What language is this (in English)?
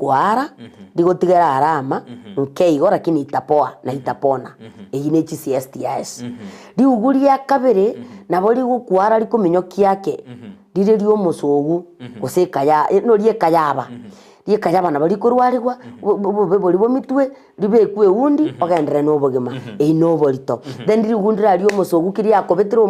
Gusii